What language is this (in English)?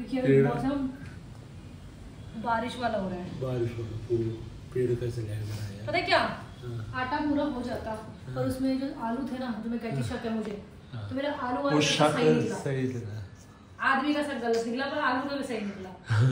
Hindi